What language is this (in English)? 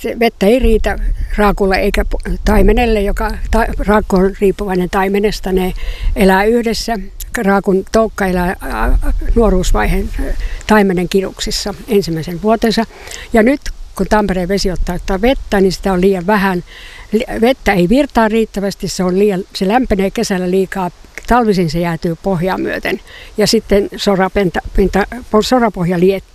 Finnish